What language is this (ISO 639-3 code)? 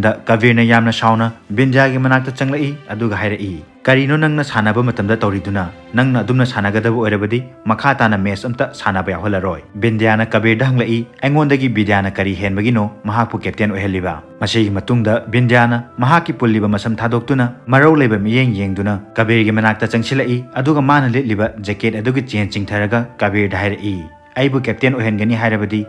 mni